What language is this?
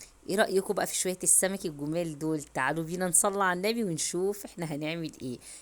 Egyptian Arabic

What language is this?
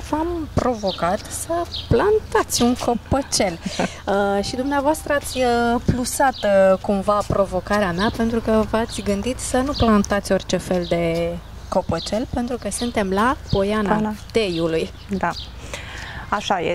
Romanian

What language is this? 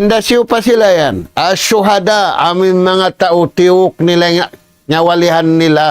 Tausug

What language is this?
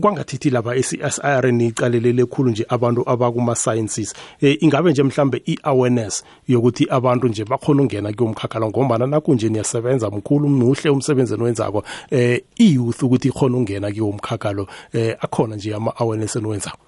South Ndebele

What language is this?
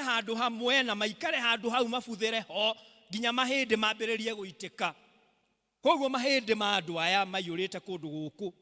Kikuyu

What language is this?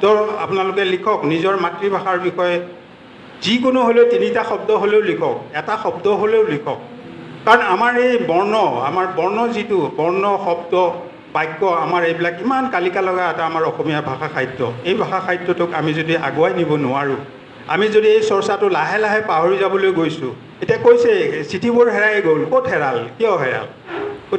Assamese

